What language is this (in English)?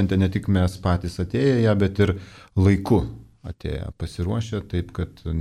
Lithuanian